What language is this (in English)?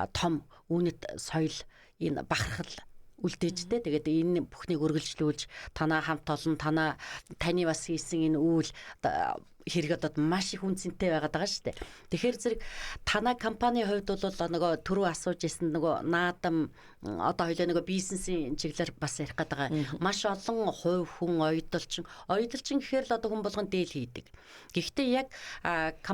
Mongolian